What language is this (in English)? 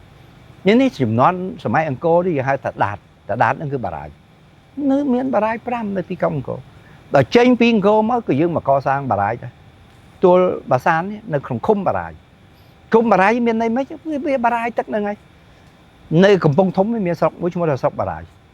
Khmer